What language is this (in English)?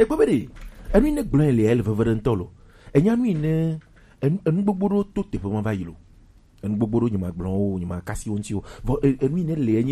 Gen